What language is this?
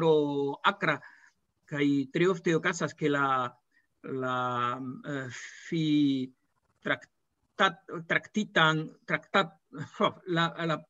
Esperanto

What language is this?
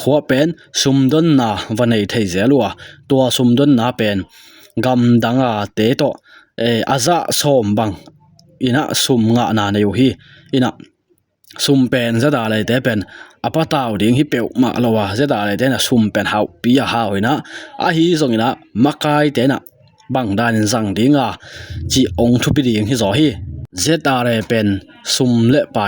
Tedim Chin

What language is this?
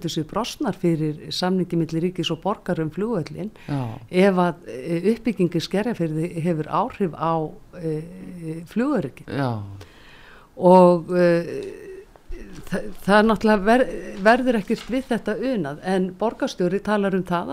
Icelandic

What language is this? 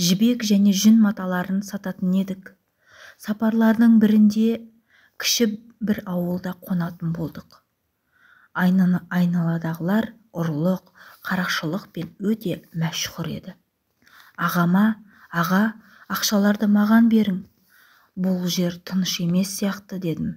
Kazakh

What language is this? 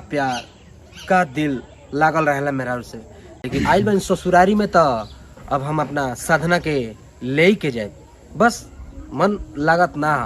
Bhojpuri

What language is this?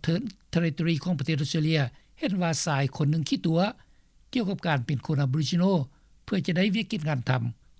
Lao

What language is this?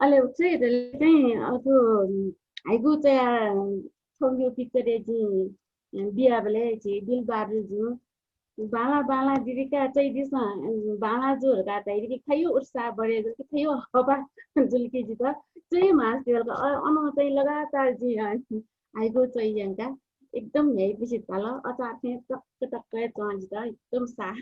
Newari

